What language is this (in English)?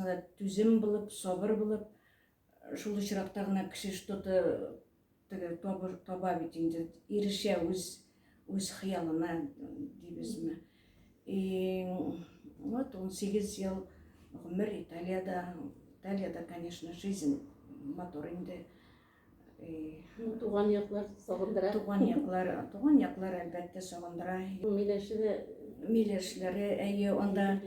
Tatar